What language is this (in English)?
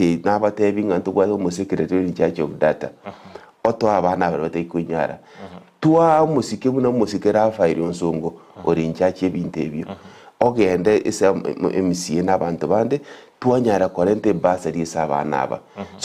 Gusii